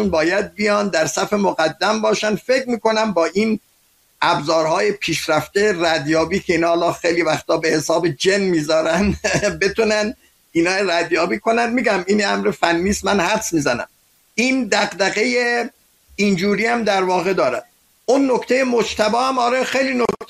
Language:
Persian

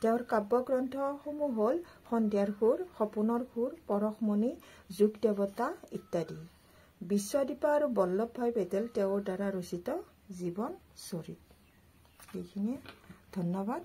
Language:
Assamese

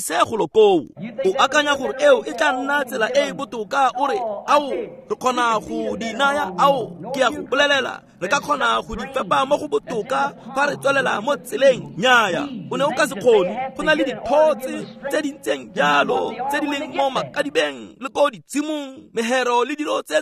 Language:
Tswana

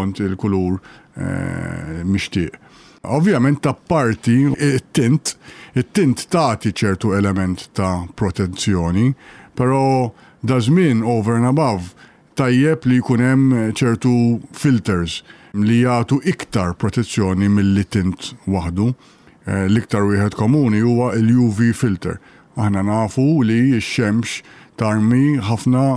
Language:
Maltese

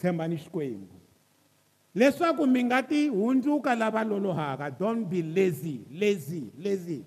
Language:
Tsonga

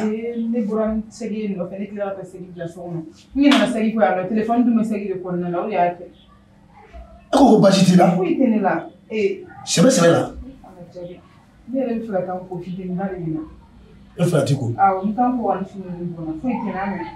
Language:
Bambara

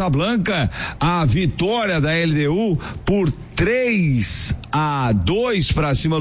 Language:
Portuguese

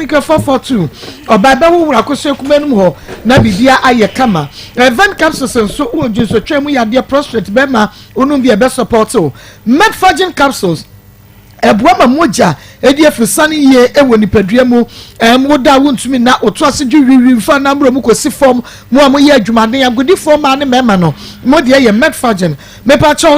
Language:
Akan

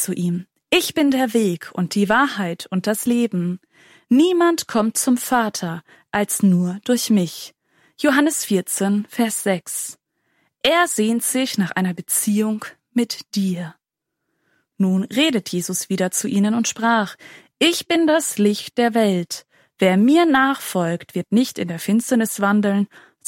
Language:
German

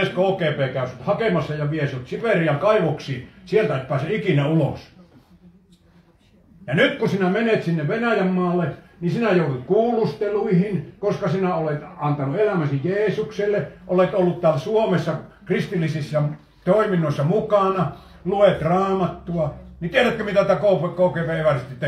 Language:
Finnish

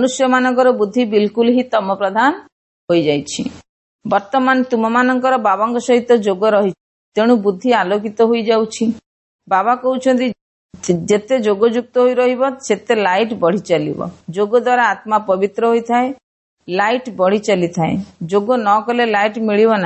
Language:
Odia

